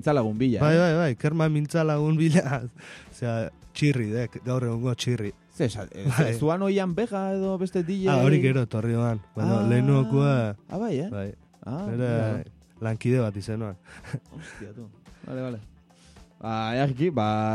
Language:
Basque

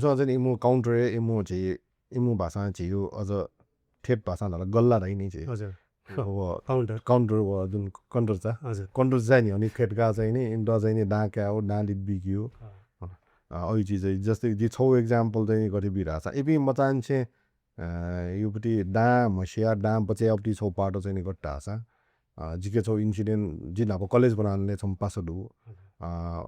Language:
Newari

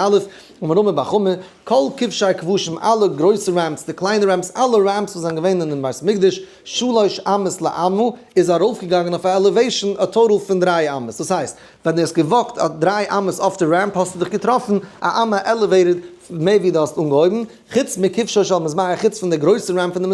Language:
Yiddish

